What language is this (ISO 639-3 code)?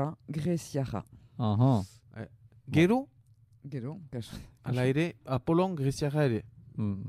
eus